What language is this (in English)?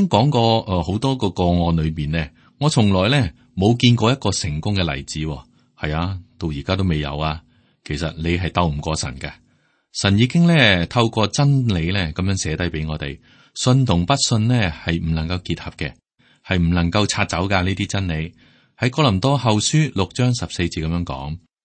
Cantonese